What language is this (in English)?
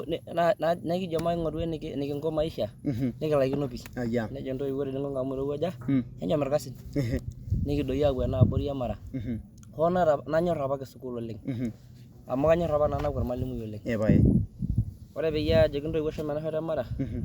Masai